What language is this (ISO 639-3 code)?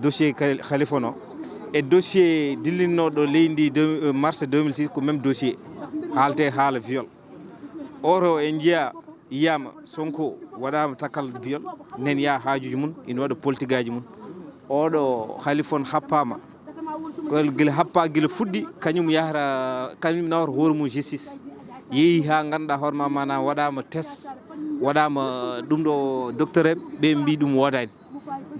ful